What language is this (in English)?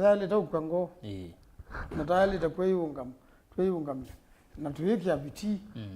Kamba